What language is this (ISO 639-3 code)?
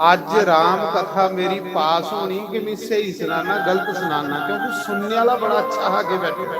doi